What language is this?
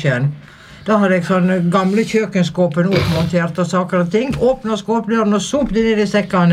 Norwegian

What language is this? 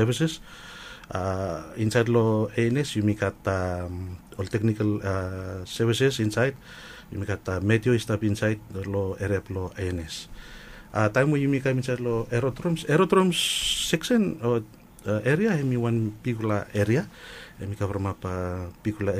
Bislama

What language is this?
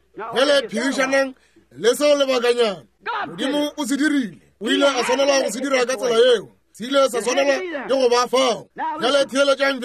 Northern Sotho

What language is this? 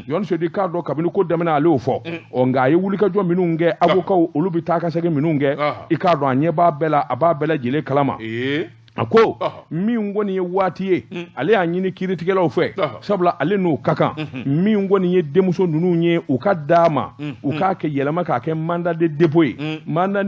Bambara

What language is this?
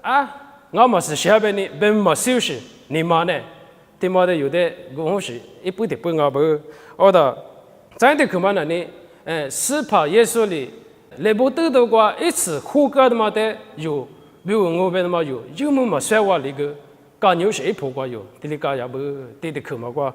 Lisu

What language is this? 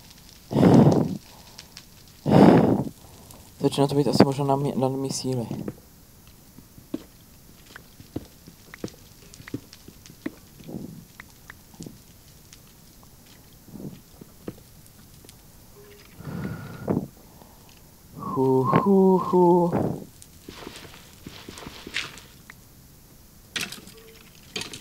Czech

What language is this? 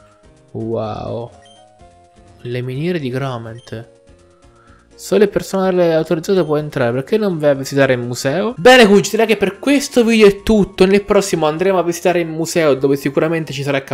Italian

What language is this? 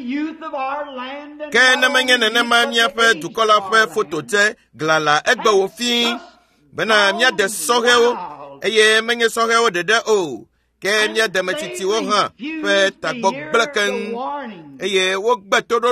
Ewe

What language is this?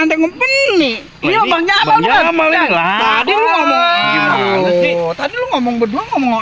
Betawi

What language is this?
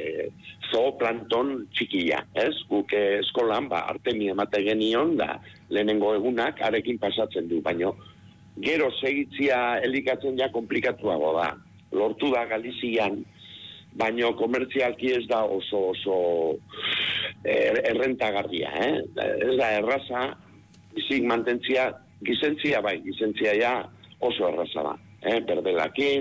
Basque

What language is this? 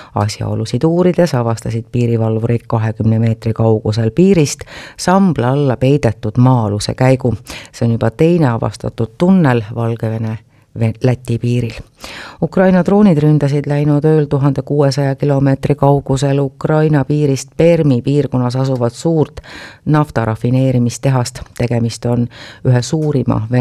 Estonian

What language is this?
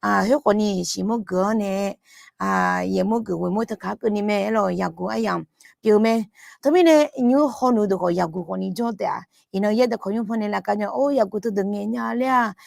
Akha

